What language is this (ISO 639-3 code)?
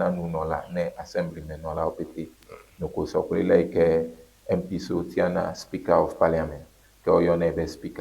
ewe